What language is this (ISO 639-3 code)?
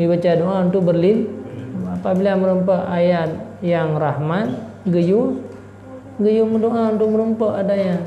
ace